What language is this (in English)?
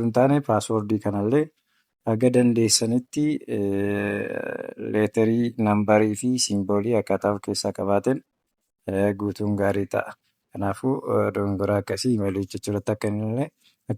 Oromo